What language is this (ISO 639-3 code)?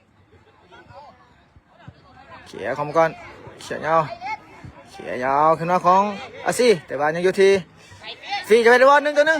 lao